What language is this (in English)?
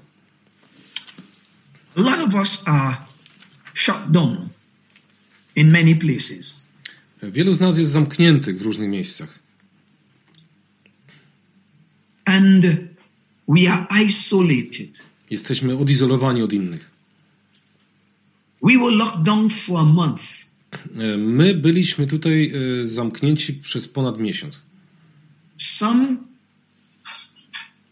Polish